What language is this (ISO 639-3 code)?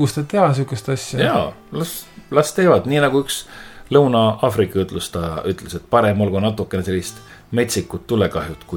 est